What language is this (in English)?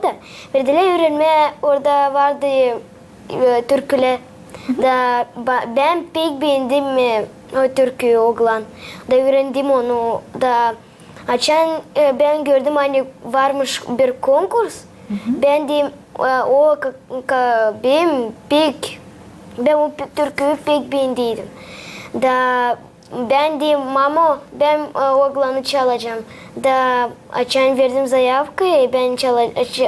Gagauz